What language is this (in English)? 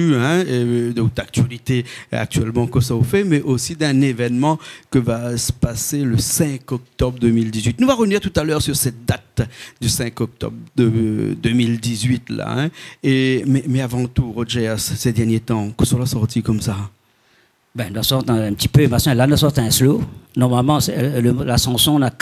Réunion Creole French